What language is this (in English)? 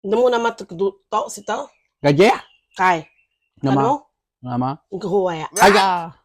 Iban